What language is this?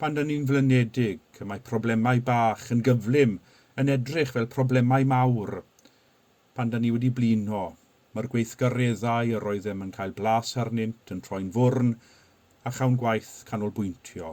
Welsh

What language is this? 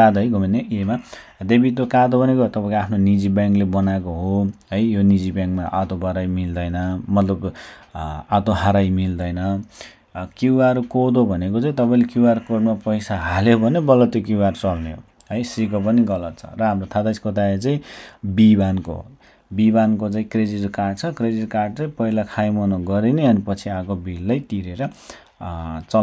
Nepali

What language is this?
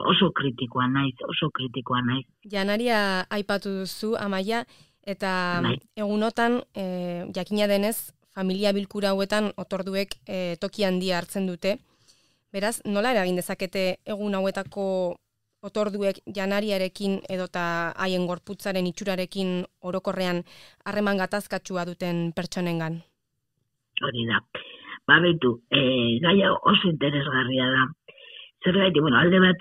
Basque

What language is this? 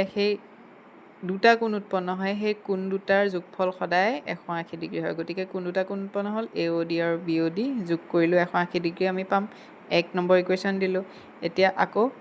Assamese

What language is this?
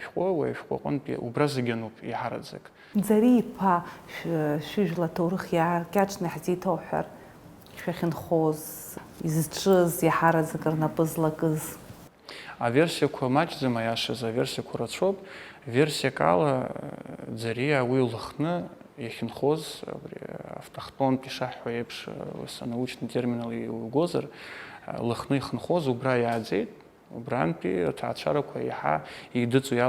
Abkhazian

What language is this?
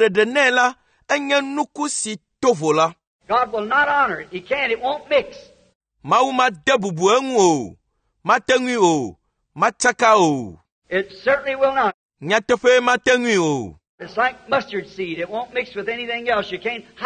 Ewe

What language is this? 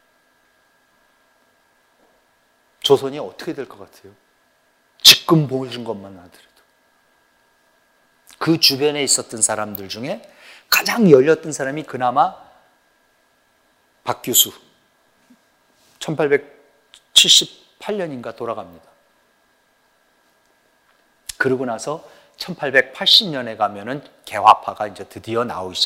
Korean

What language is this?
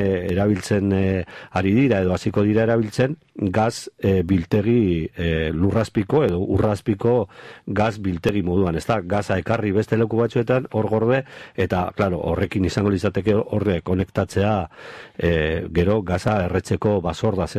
Basque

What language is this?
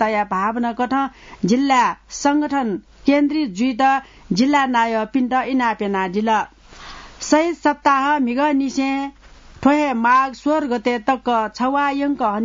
Newari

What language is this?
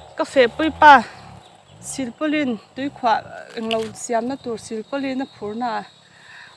Mizo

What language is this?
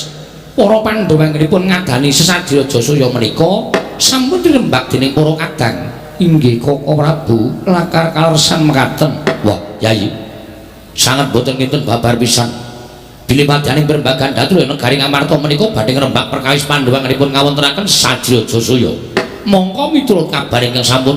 Javanese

